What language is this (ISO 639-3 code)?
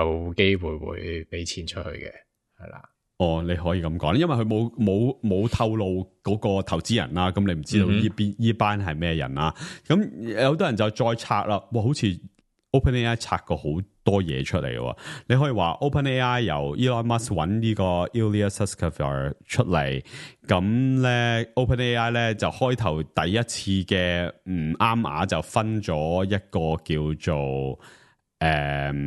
yue